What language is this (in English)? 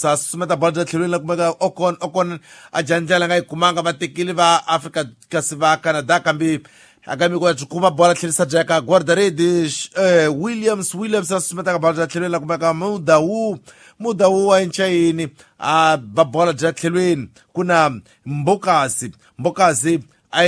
Tsonga